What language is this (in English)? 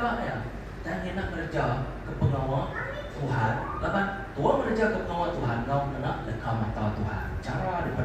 Iban